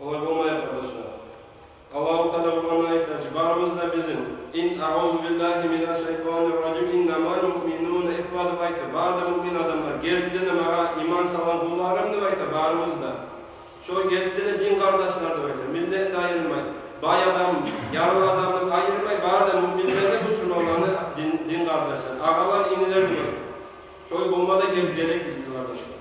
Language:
Kumyk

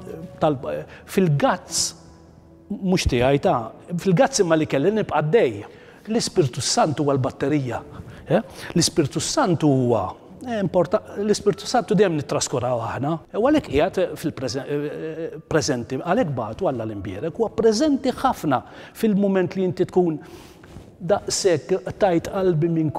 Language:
Maltese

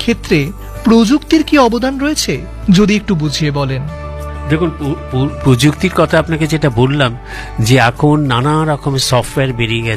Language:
Bangla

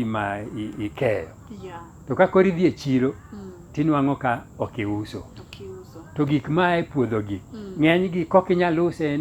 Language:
Luo (Kenya and Tanzania)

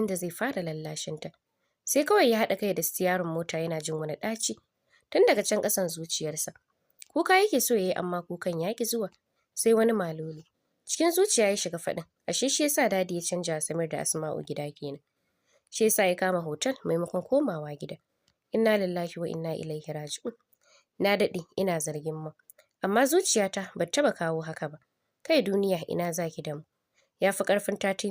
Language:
Hausa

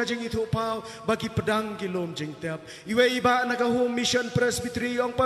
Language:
Khasi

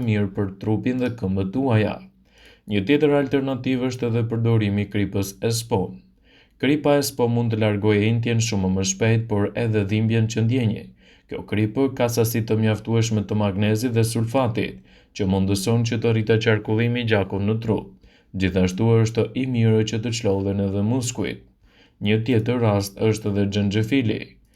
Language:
Albanian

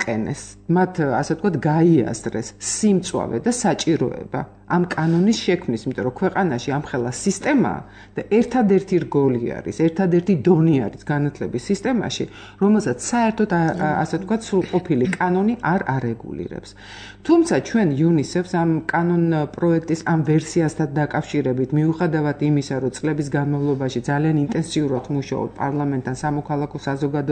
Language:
Georgian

